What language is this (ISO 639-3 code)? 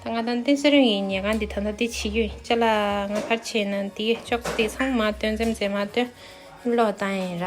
bod